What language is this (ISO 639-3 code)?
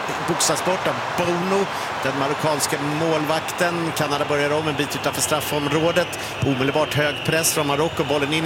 swe